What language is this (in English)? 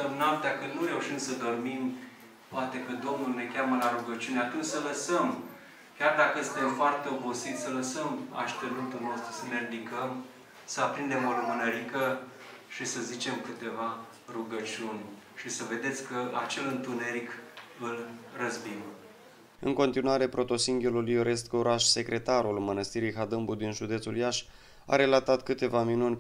Romanian